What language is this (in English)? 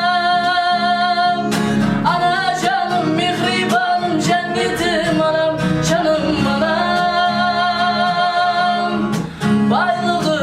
Kara-Kalpak